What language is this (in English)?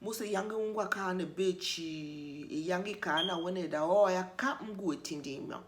Tiv